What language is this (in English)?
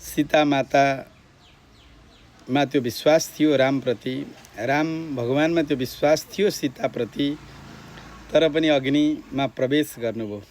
Nepali